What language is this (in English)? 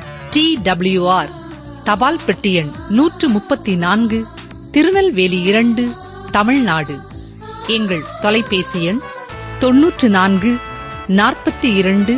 Tamil